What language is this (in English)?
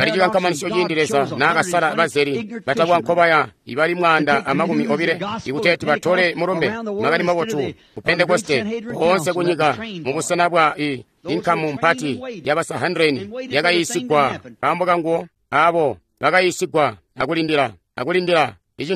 Tonga (Zambia)